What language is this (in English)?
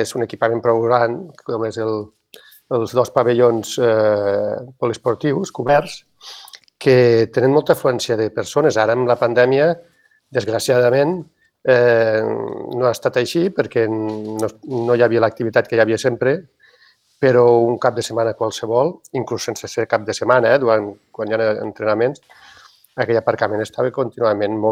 Catalan